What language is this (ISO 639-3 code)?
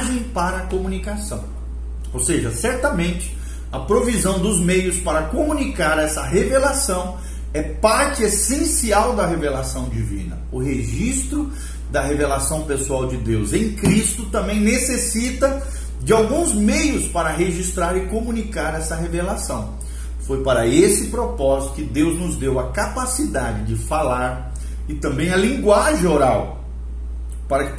por